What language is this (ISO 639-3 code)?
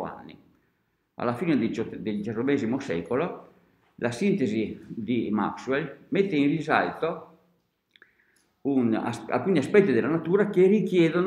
ita